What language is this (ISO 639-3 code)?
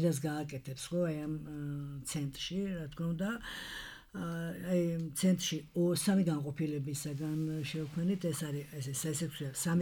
kat